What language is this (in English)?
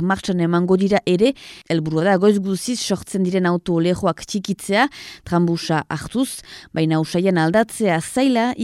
Basque